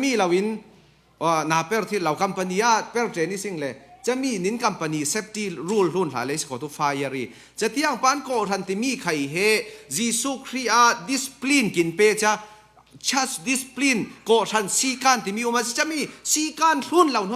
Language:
Falam Chin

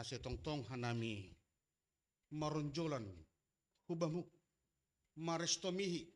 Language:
Batak Simalungun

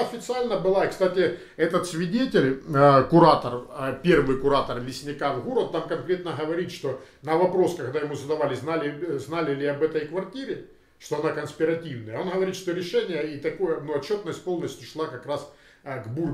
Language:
Russian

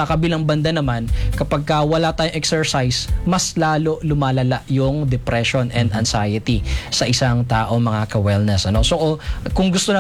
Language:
Filipino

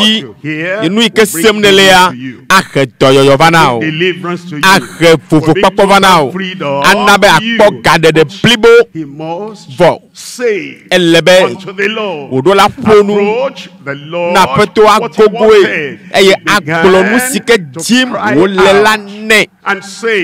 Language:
Ewe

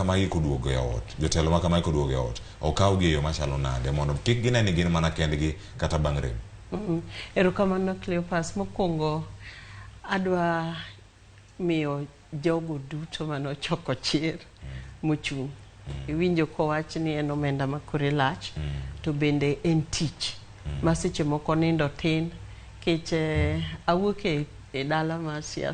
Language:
Luo (Kenya and Tanzania)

